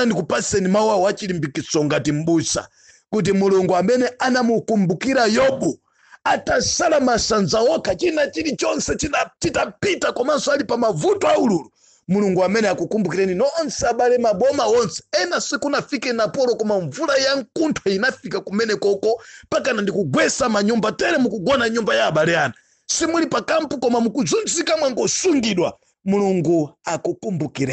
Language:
Nyanja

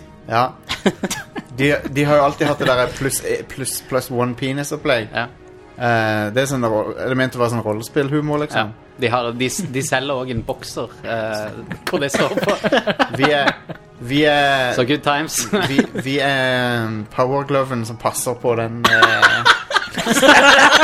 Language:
Norwegian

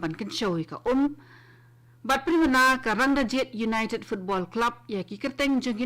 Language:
Khasi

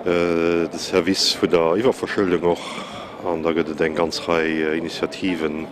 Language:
Luxembourgish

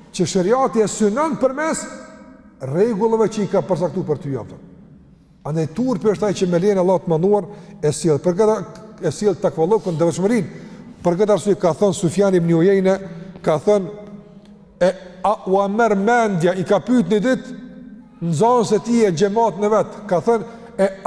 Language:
Albanian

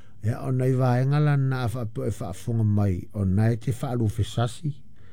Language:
Samoan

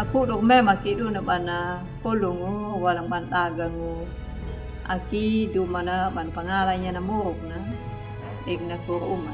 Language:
Anakalangu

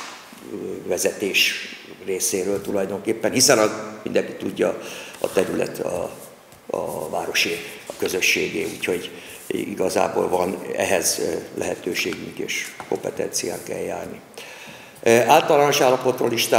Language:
Hungarian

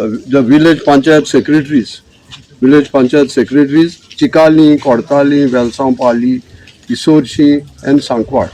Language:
Konkani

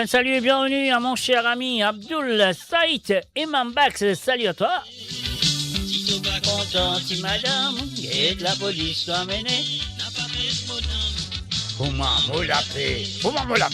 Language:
Morisyen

